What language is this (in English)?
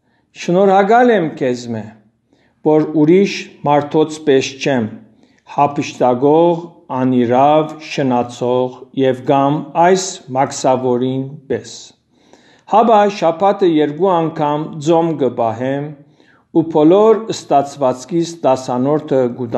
Western Armenian